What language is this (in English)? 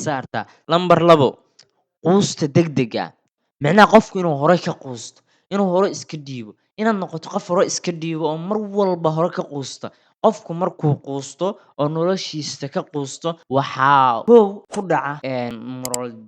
Somali